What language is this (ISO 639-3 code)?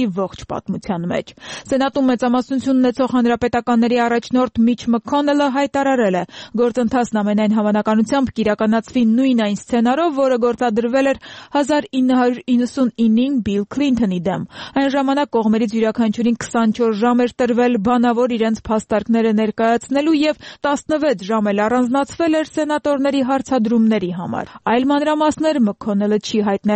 hye